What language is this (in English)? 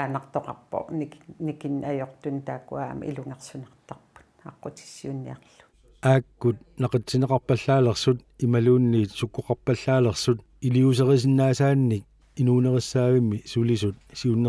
Kalaallisut